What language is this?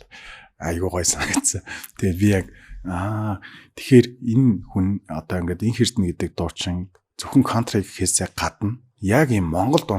Mongolian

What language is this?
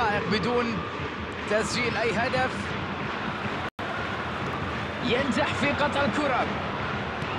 Arabic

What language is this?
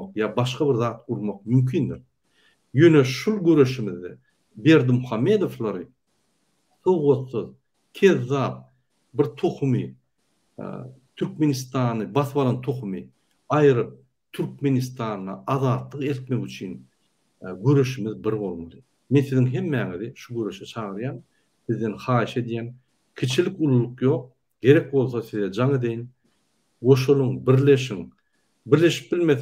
Turkmen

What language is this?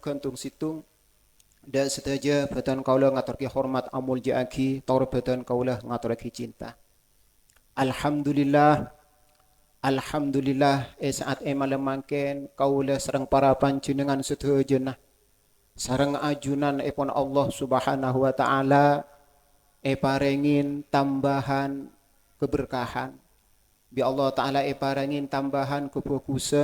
Madurese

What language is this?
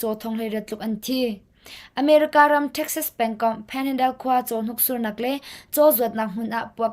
Hakha Chin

